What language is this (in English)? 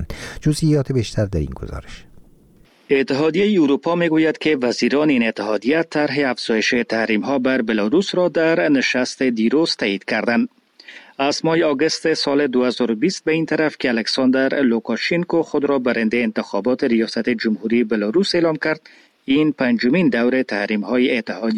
Persian